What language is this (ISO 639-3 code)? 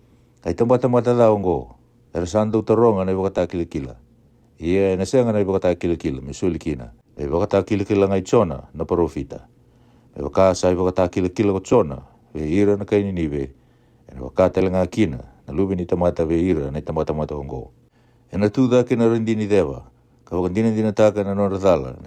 fij